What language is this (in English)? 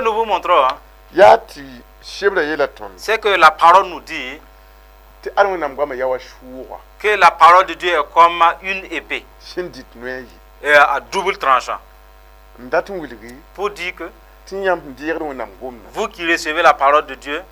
Mossi